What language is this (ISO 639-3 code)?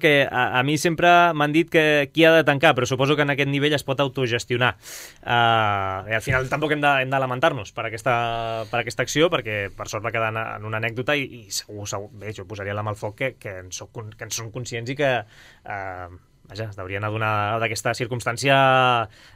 cat